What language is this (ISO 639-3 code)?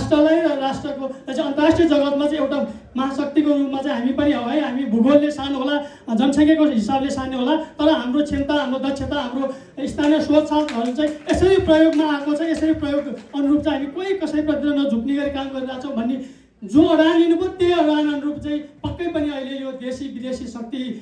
nep